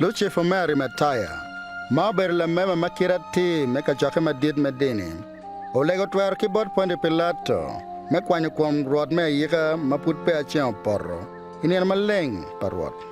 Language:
Acoli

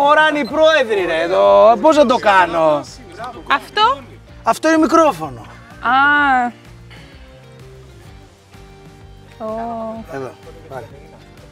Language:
Greek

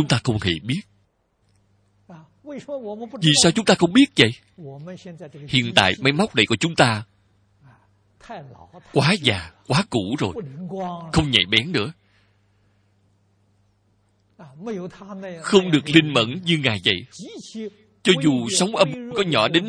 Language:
Vietnamese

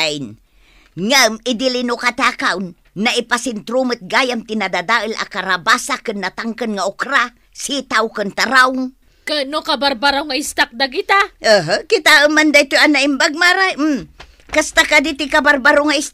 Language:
Iloko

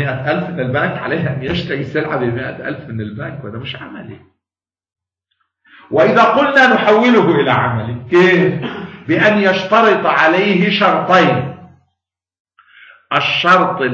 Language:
Arabic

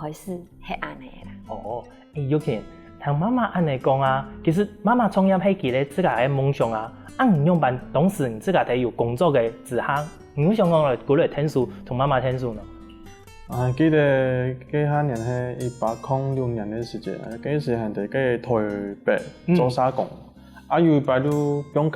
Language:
Hakka Chinese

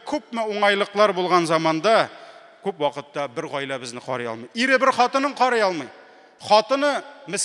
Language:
Tatar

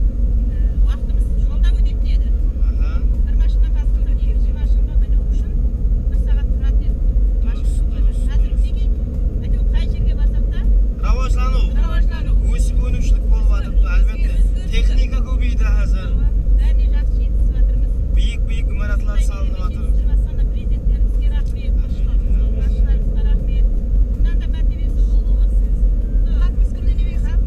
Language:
Kara-Kalpak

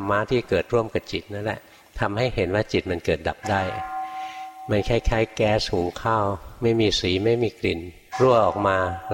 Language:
Thai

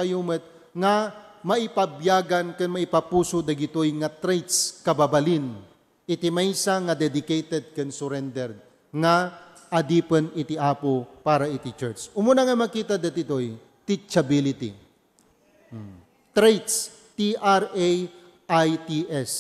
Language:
Iloko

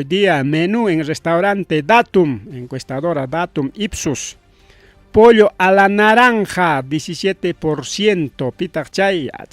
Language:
Ayacucho Quechua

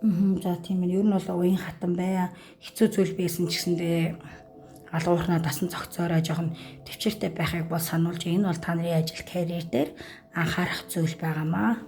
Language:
Mongolian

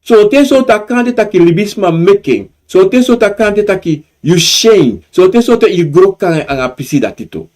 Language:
Sranan Tongo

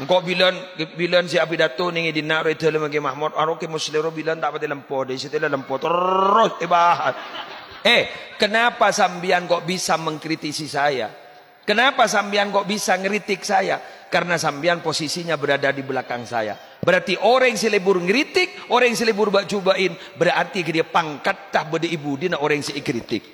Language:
Madurese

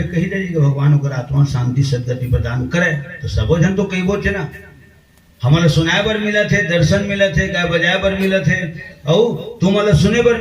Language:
Chhattisgarhi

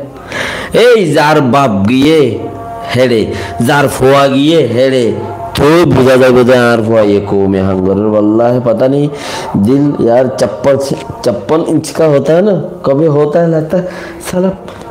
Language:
Rohingya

